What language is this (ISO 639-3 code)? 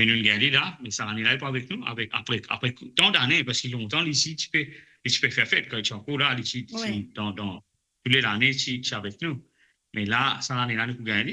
mfe